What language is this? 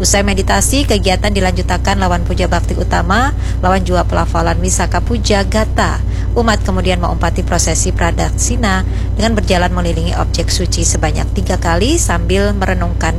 Banjar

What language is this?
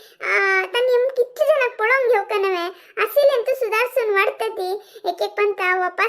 Konkani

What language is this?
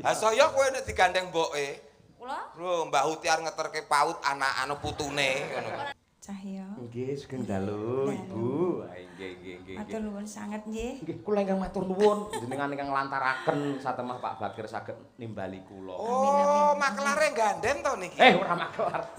Javanese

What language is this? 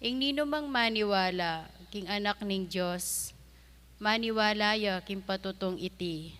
Pampanga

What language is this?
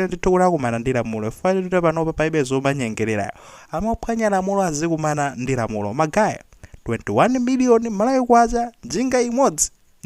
Nyanja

